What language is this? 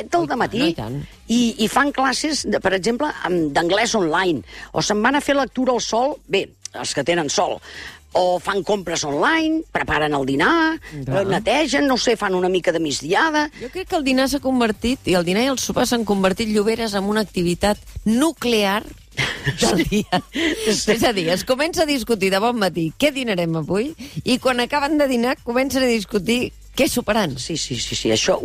Catalan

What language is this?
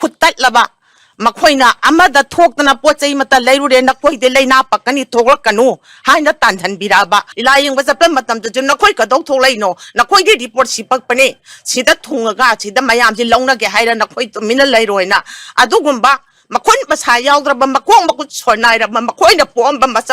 Manipuri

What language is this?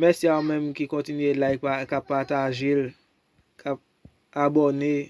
Haitian Creole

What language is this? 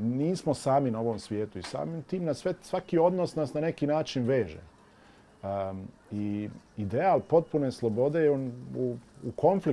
Bosnian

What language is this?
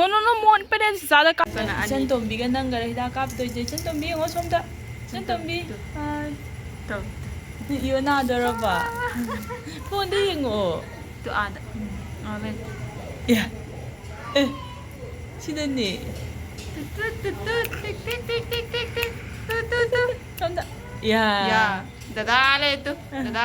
Manipuri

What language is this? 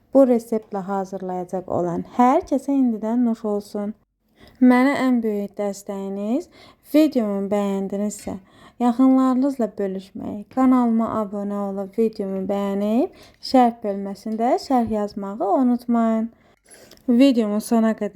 Azerbaijani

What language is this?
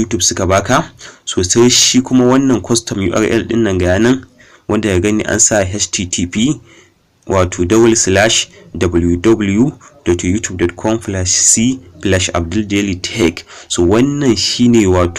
Hausa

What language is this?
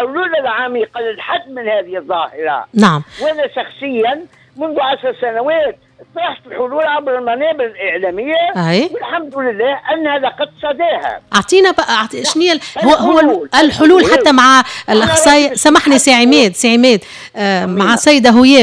Tunisian Arabic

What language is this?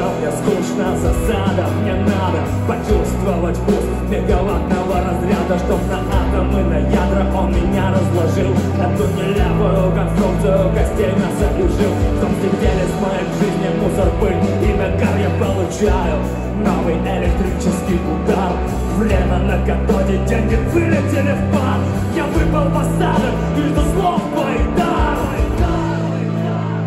Russian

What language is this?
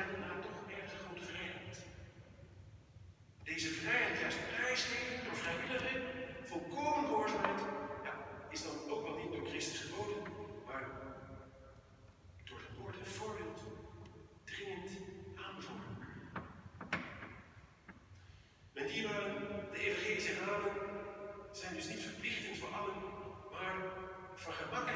Dutch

